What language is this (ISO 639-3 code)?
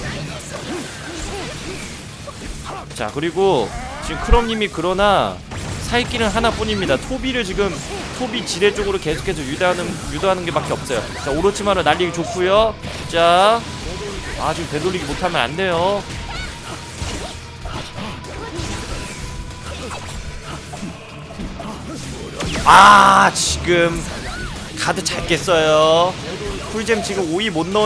kor